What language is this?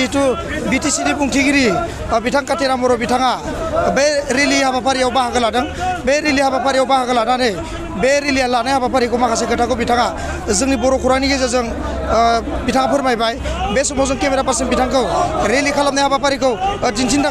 Bodo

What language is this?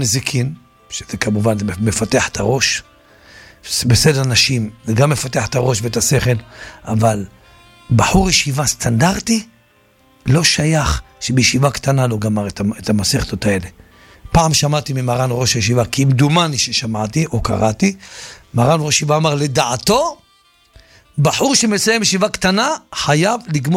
Hebrew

